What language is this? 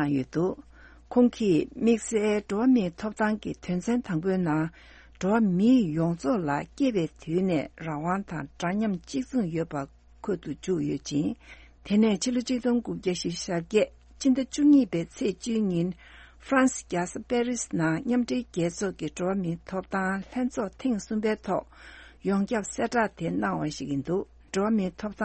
Tibetan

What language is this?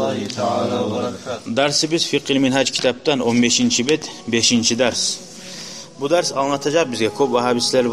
Kumyk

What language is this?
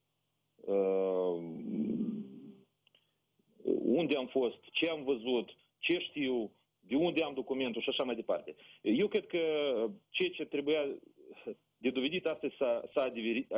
Romanian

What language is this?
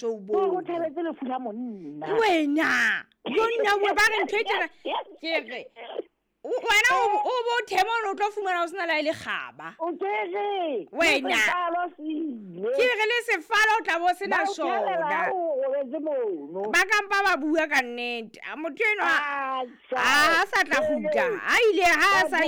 Southern Sotho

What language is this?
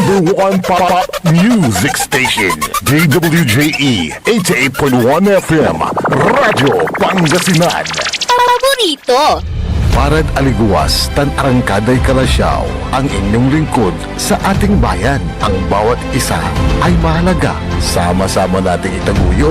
Pangasinan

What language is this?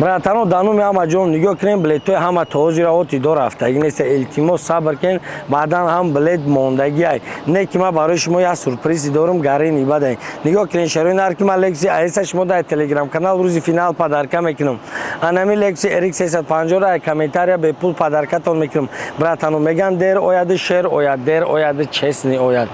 Tajik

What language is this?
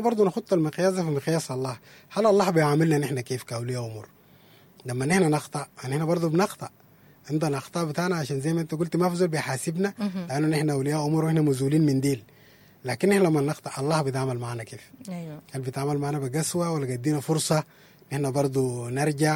Sudanese Arabic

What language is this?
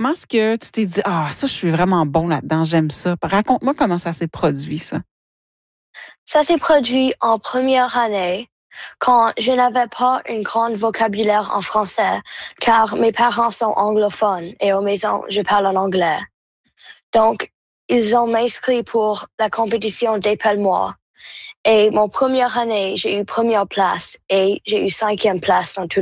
French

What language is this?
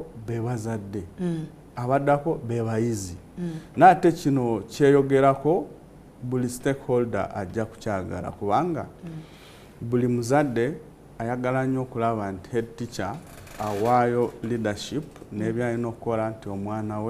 Ganda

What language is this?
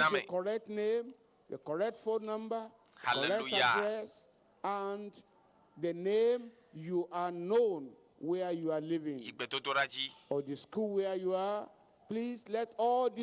Ewe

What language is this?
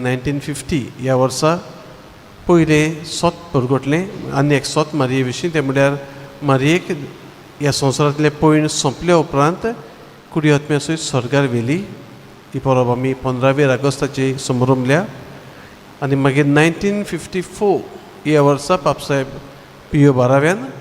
Konkani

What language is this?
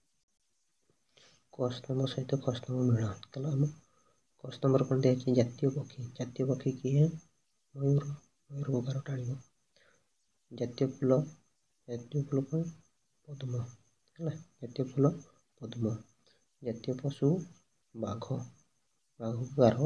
Odia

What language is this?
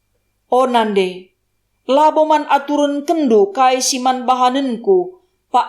Batak Karo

